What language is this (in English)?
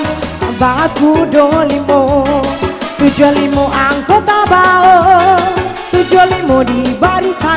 Minangkabau